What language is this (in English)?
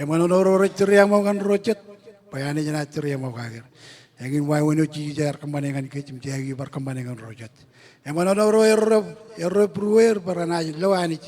Marshallese